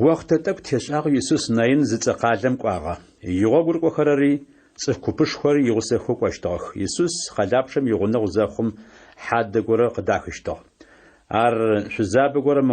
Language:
Adyghe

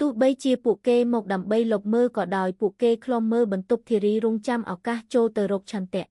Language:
Khmer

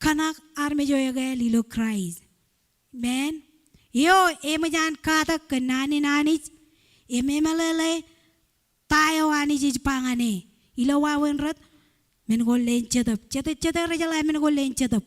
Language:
Marshallese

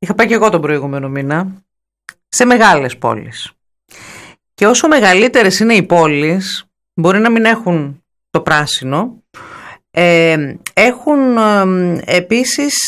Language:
Greek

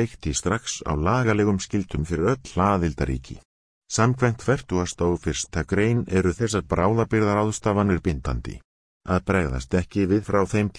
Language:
Icelandic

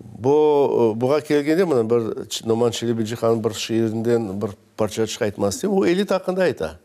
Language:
Crimean Tatar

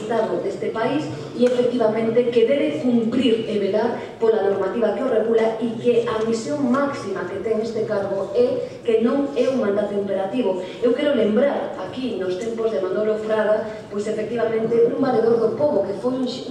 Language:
Galician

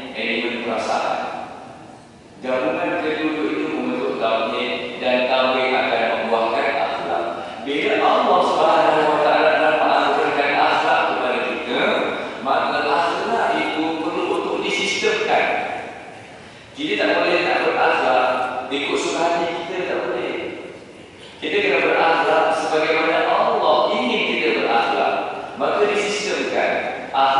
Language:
Malay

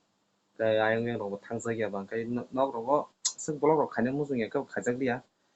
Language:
Kok Borok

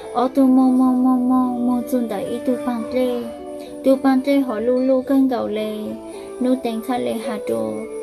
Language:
Hmong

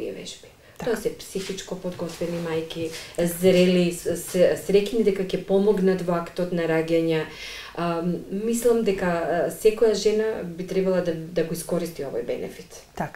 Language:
Macedonian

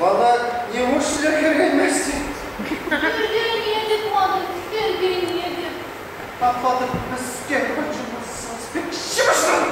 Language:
Chuvash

